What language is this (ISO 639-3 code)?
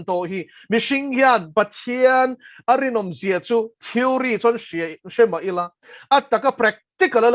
lus